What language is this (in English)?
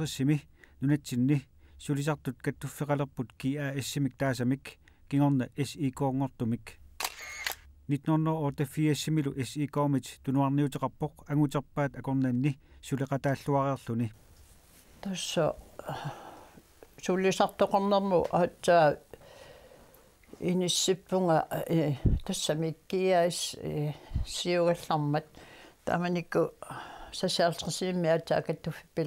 Kalaallisut